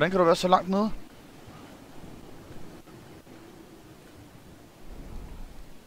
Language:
Danish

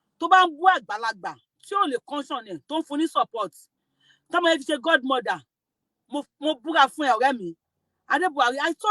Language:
Yoruba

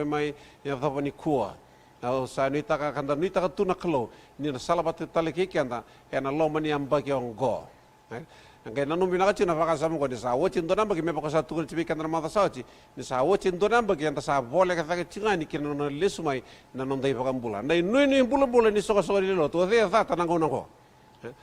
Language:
Fijian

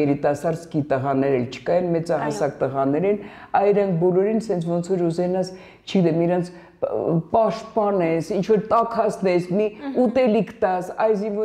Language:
Armenian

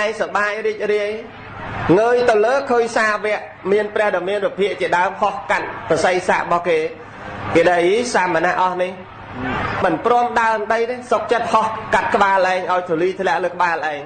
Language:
Khmer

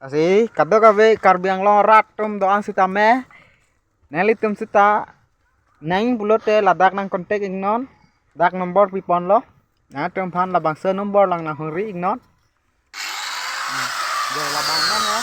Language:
Karbi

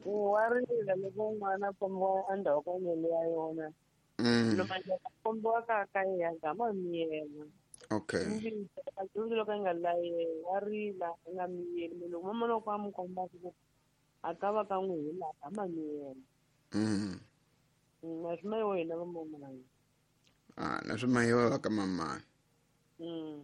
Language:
Tsonga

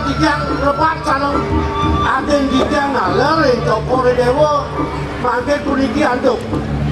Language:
Balinese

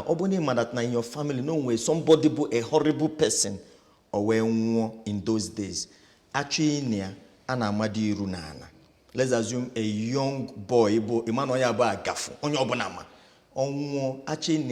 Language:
Igbo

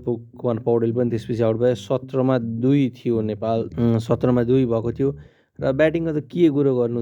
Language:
Nepali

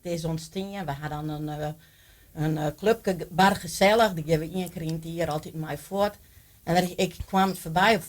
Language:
Western Frisian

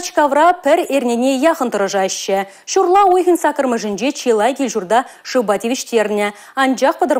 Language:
Chuvash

